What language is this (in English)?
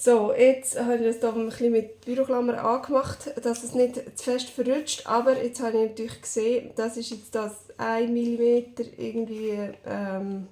Swiss German